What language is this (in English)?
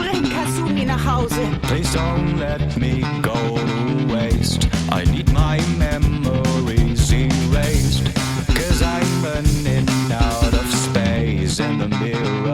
Bavarian